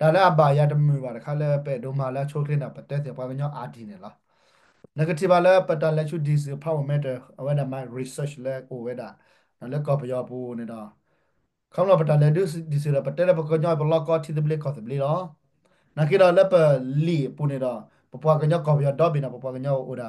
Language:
S'gaw Karen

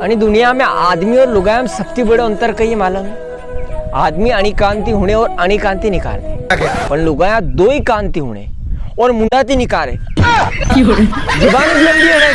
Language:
Rajasthani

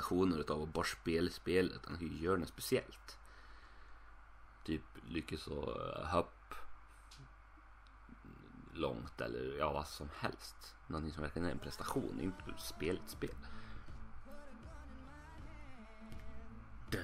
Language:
Swedish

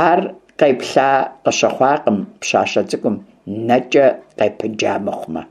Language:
Kabardian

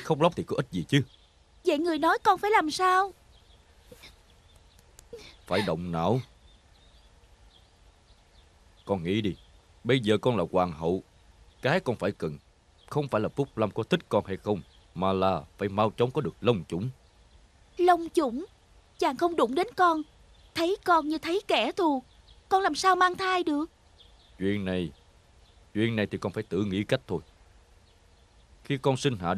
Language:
Vietnamese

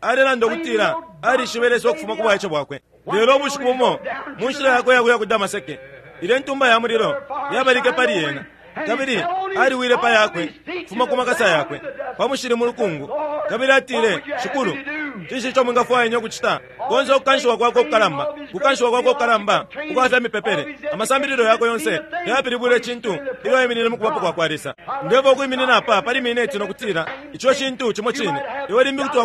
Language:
Bemba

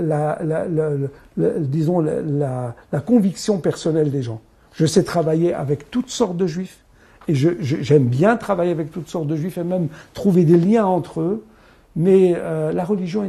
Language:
French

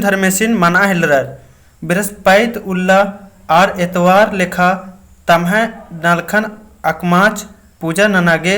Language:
Kurukh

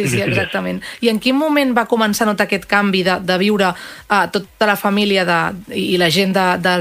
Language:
Catalan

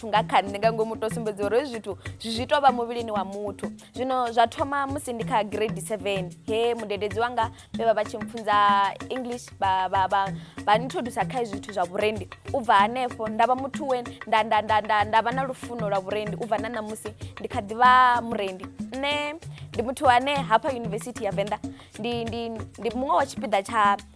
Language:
Venda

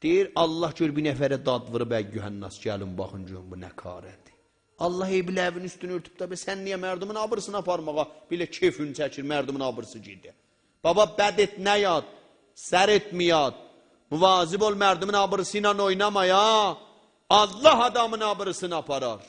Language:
South Azerbaijani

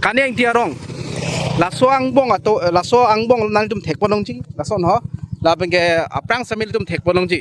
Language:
Karbi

